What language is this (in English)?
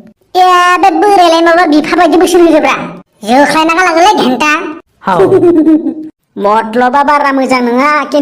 Bodo